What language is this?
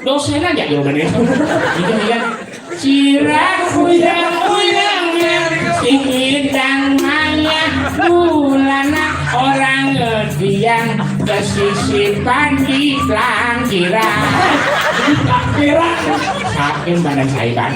Balinese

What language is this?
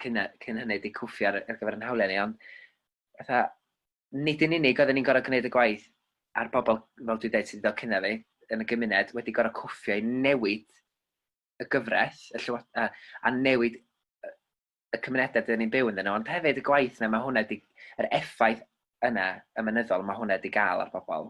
Welsh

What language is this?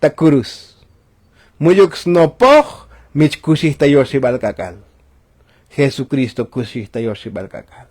Tzotzil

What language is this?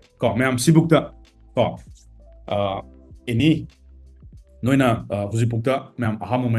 Manipuri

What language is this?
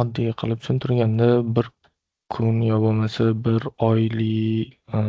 Uzbek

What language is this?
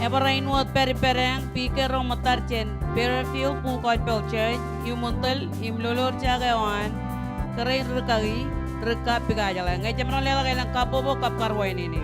Marshallese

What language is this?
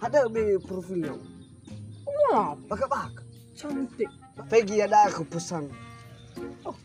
Nias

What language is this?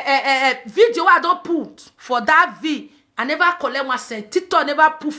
Nigerian Pidgin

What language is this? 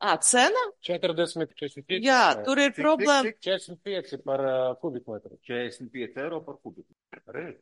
Latvian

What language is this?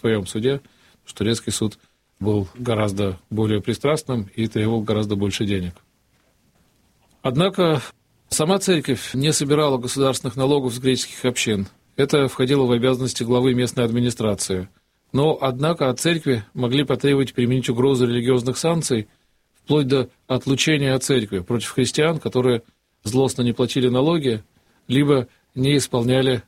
Russian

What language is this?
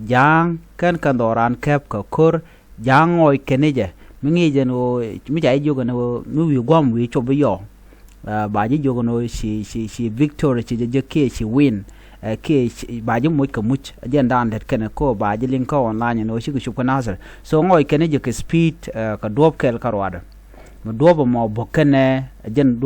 Nuer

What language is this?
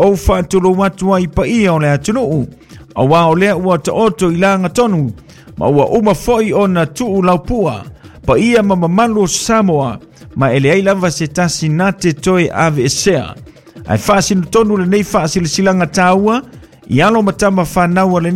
Samoan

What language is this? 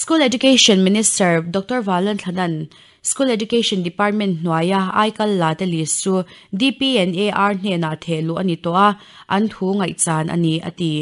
Mizo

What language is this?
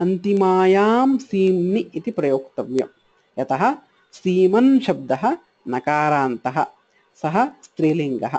Sanskrit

